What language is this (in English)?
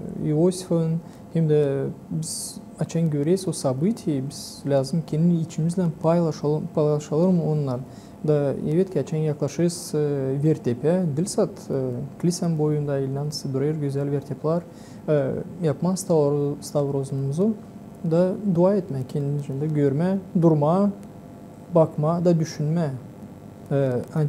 Gagauz